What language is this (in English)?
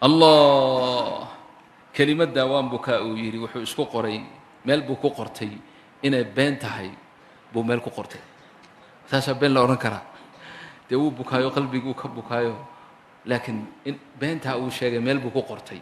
Somali